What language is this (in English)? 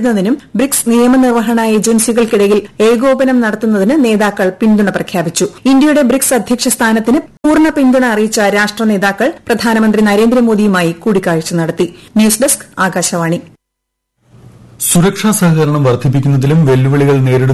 Malayalam